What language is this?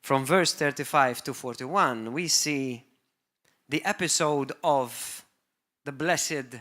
English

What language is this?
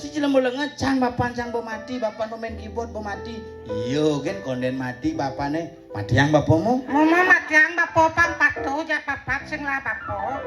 Balinese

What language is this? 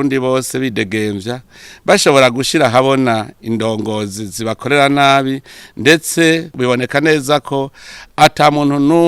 Rundi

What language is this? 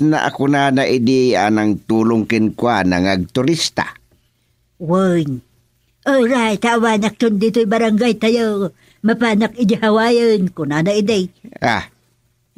Iloko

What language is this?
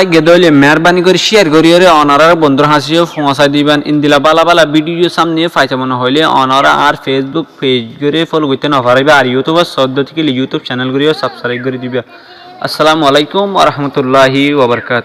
Rohingya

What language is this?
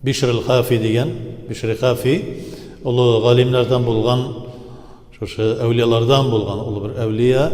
Tatar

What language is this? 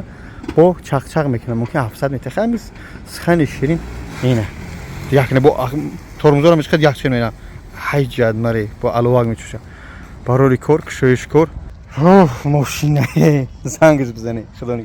Tajik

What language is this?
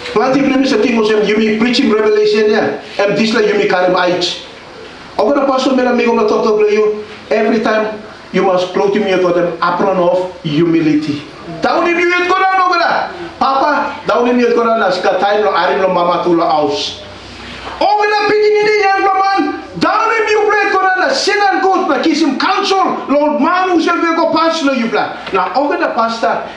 Tok Pisin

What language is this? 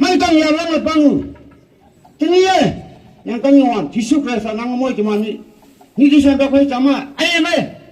Naga Pidgin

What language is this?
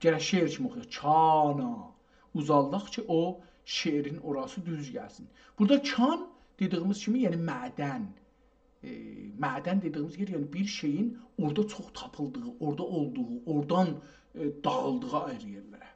South Azerbaijani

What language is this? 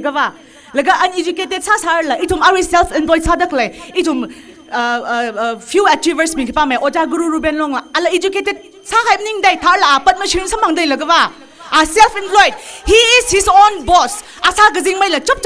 Tangkhul Naga (India)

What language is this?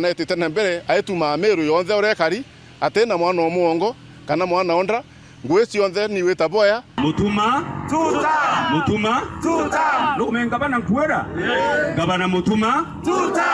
Meru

